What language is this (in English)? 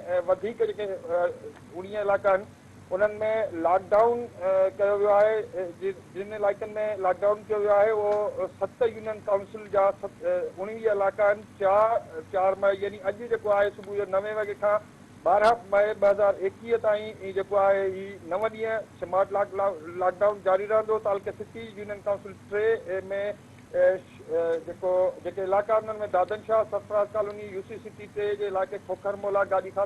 Sindhi